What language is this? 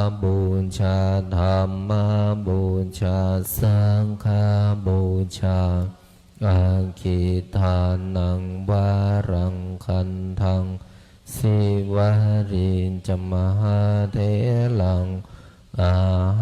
Pali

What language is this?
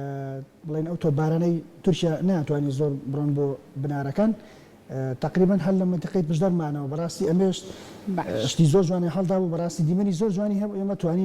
Central Kurdish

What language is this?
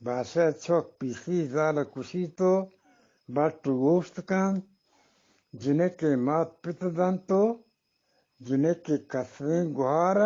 Eastern Balochi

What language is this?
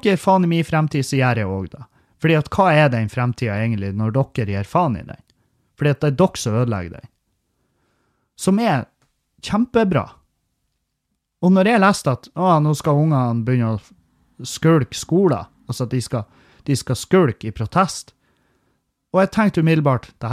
Norwegian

